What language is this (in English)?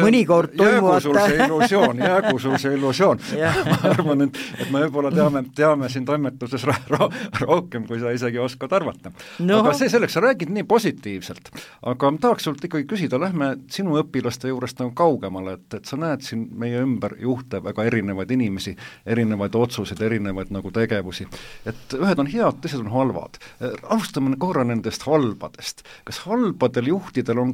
Estonian